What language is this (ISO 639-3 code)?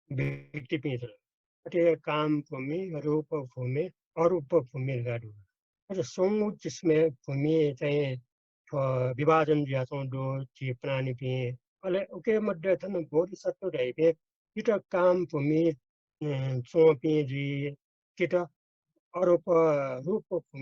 new